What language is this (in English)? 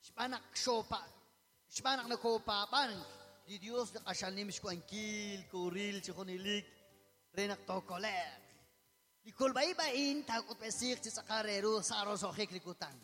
Kekchí